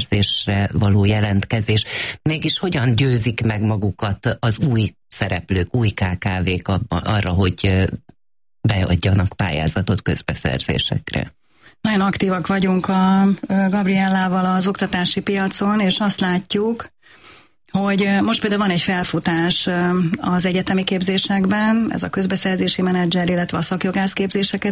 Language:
Hungarian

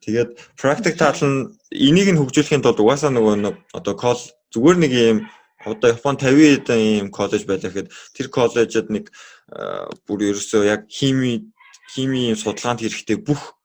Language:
Mongolian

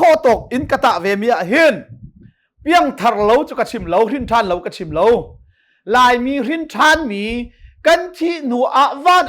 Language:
Hakha Chin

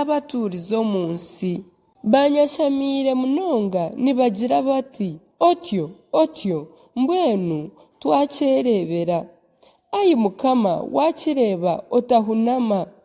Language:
Nyankole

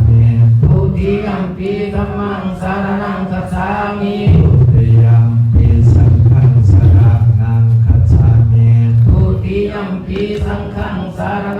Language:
Pali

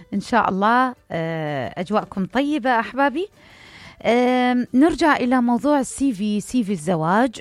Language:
Mesopotamian Arabic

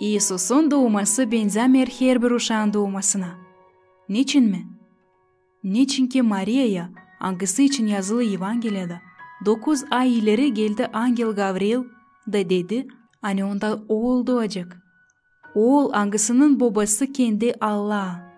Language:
Gagauz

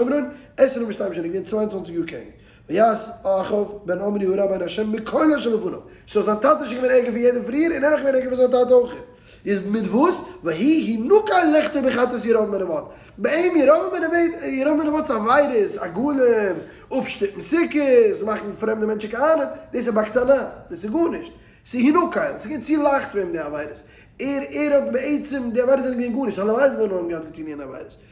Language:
Yiddish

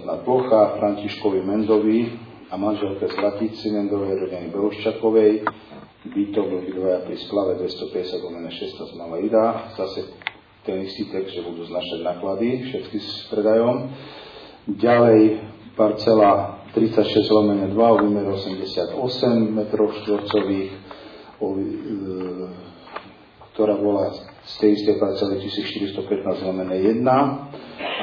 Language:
Slovak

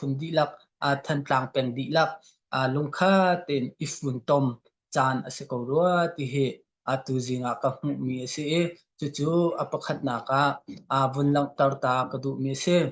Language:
Hakha Chin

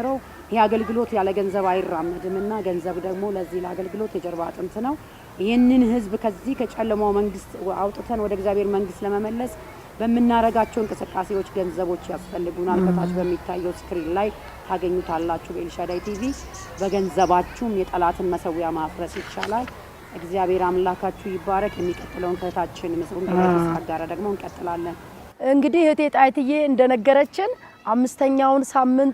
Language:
Amharic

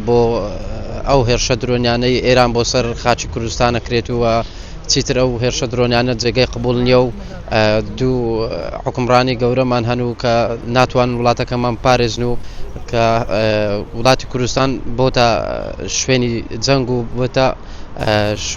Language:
Central Kurdish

